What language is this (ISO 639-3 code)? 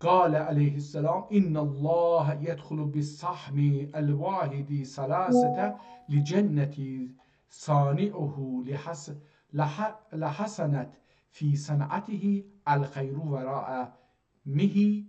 azb